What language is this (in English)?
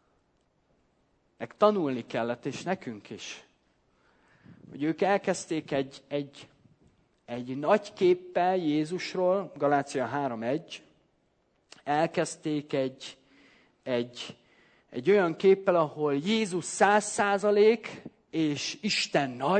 Hungarian